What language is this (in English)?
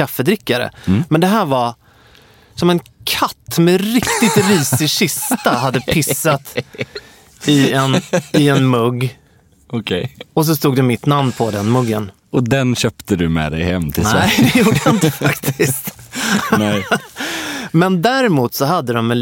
Swedish